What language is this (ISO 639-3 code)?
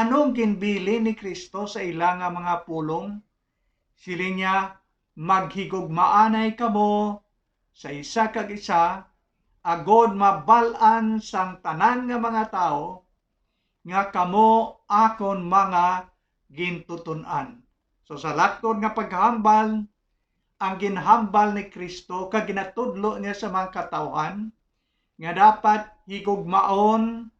hil